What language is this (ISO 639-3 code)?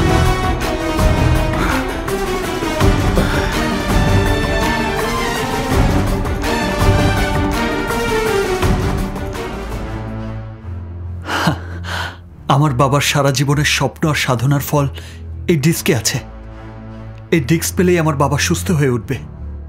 ben